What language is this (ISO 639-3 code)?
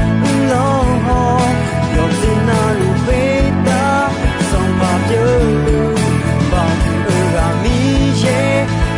ahk